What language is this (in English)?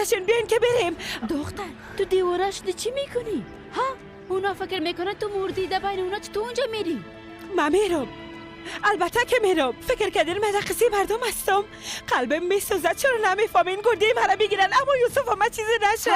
Persian